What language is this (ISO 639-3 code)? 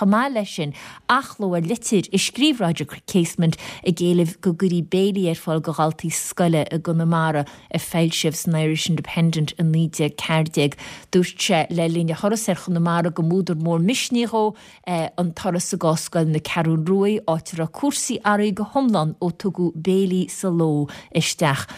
gle